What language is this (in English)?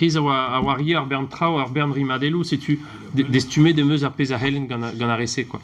Breton